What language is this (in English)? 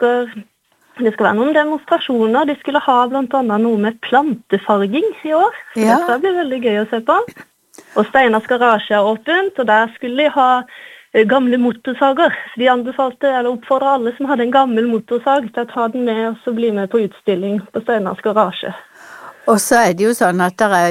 Norwegian